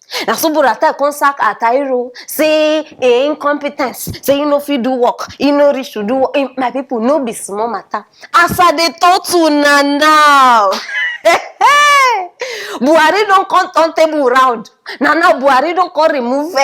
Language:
Nigerian Pidgin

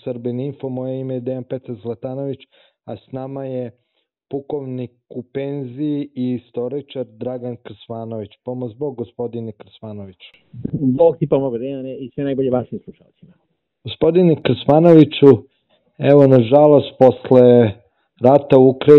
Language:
Serbian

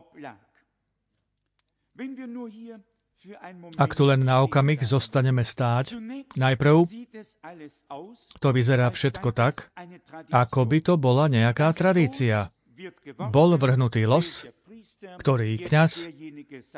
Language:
Slovak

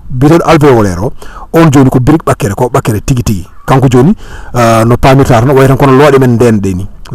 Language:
Fula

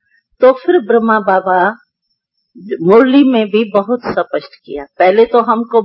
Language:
Hindi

